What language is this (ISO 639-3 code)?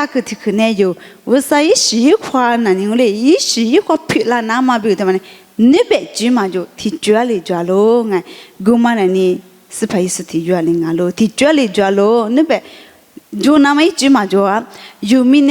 lis